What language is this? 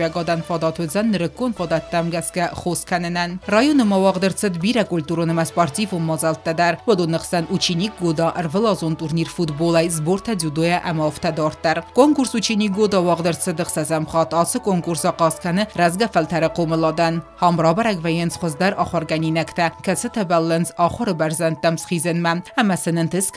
Ossetic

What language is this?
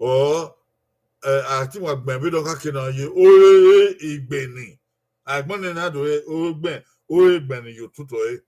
Bini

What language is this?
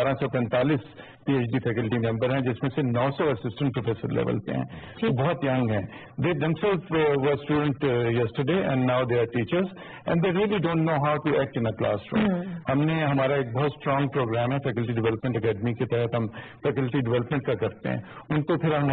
Urdu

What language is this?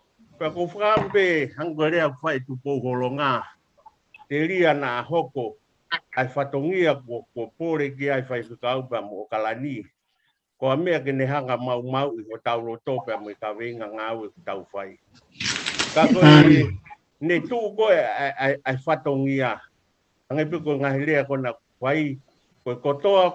Tongan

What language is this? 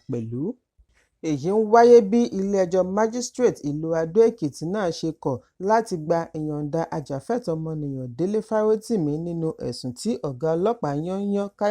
Yoruba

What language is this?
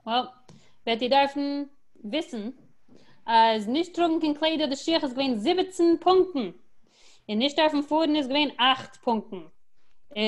Yiddish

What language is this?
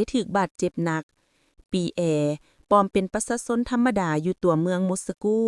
Lao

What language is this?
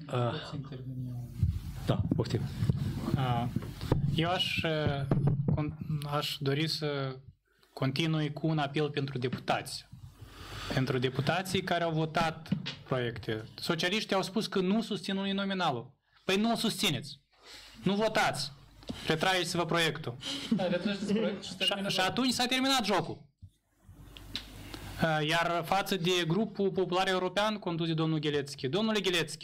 Romanian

